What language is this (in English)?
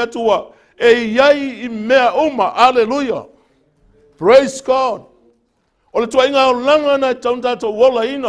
Samoan